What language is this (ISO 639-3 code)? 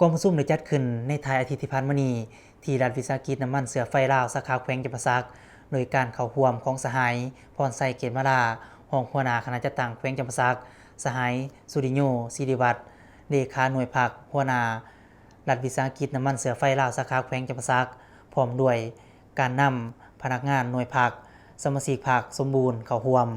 lao